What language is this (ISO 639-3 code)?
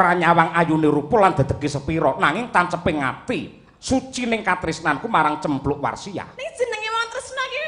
jav